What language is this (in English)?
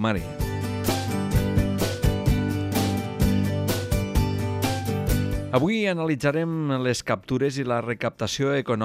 Catalan